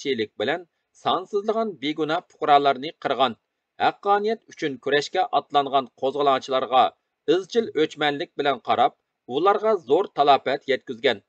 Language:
Uyghur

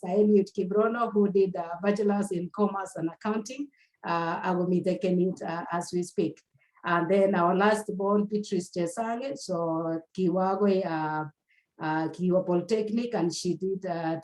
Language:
Kalenjin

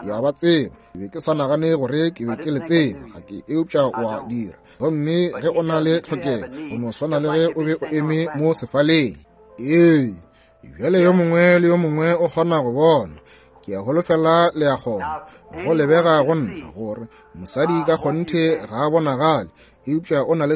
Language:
Northern Sotho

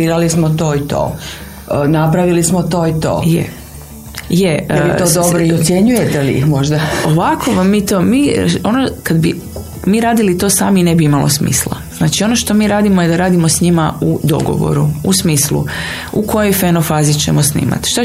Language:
Croatian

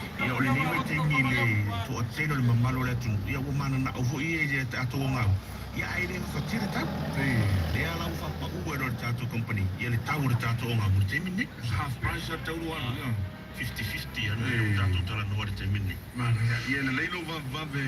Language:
Samoan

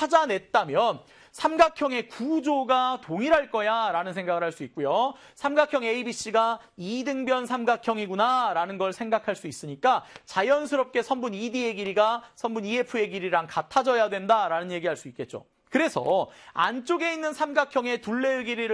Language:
Korean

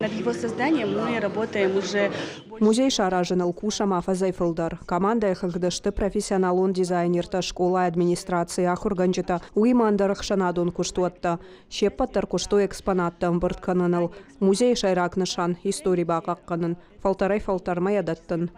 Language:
Ossetic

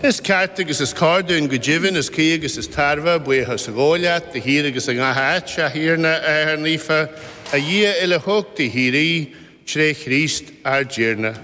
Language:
Irish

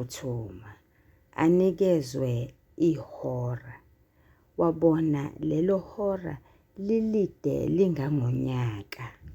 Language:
Zulu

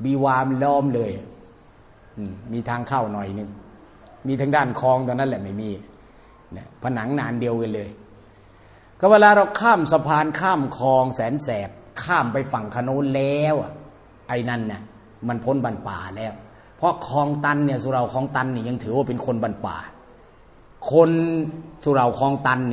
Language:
Thai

